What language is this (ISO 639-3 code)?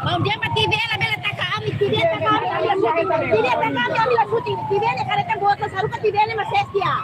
tet